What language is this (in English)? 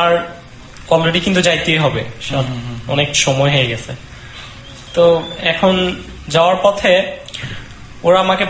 Bangla